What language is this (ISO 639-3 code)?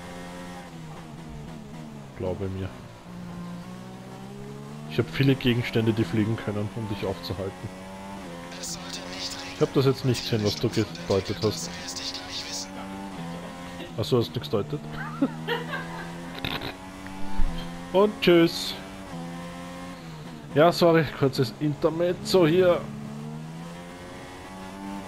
deu